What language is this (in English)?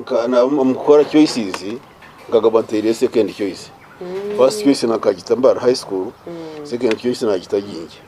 Nyankole